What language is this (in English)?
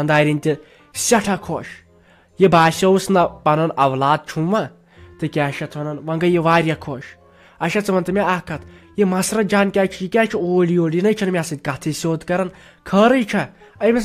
Kashmiri